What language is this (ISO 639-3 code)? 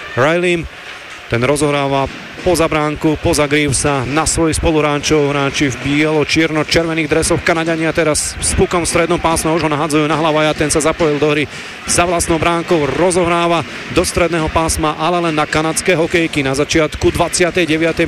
slk